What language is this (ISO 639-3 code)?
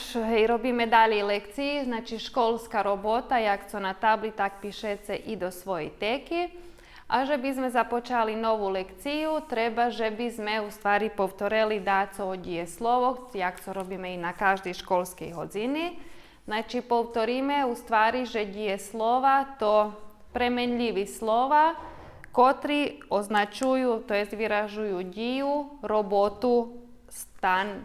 rue